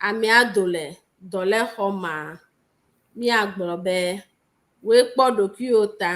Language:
Ewe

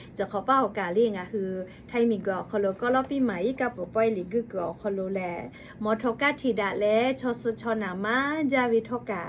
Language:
Lahu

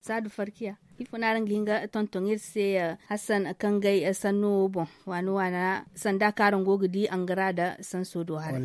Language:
Zarma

